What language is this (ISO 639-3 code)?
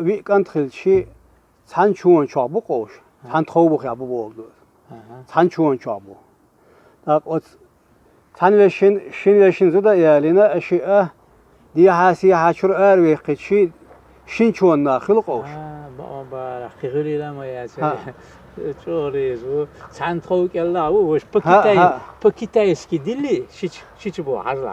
che